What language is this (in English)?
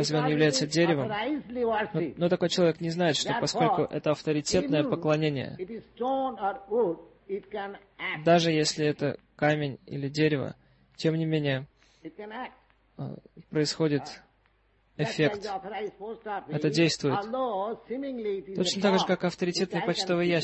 Russian